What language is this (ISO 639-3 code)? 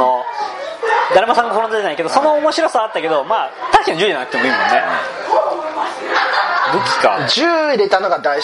jpn